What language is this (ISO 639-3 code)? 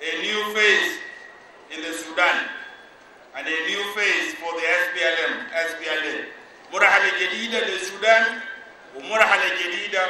apd